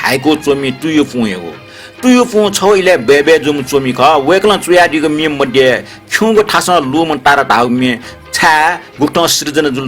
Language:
Newari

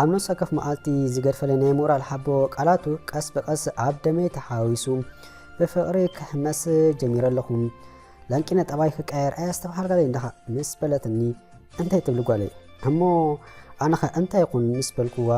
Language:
Tigrinya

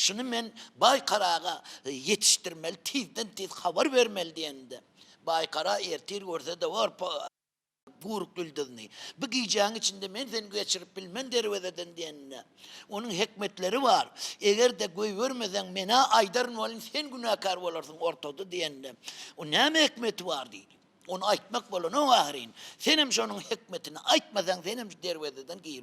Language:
Turkmen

